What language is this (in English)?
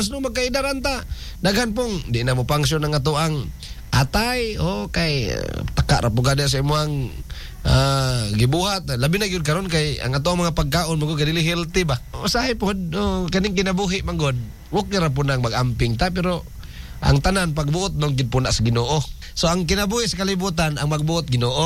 Cebuano